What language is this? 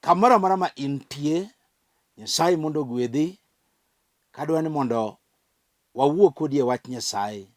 Luo (Kenya and Tanzania)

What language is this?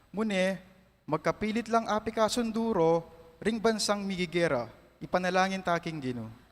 Pampanga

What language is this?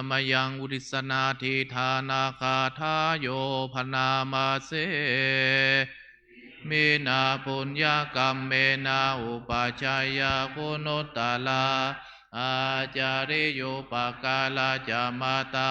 Pali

